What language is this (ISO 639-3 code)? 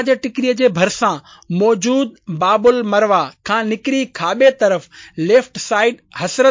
snd